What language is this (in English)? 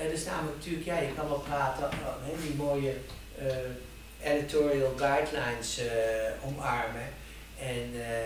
Dutch